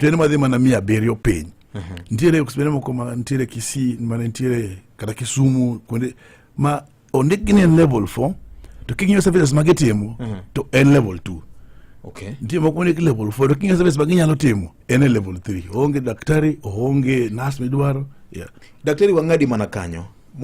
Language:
Luo (Kenya and Tanzania)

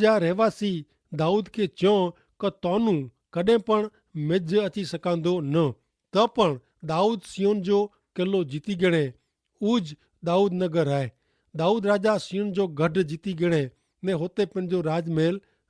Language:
Kachhi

